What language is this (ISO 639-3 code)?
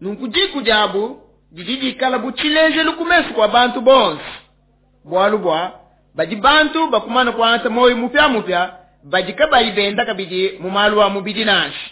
lua